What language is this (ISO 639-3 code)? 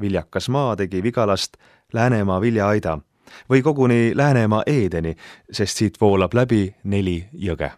est